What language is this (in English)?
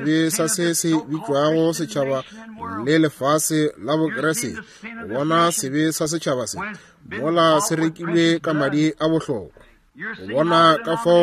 Northern Sotho